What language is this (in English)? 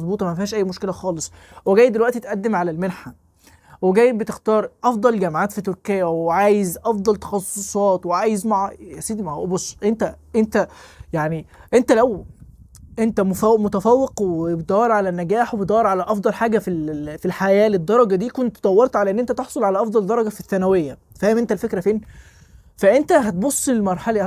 Egyptian Arabic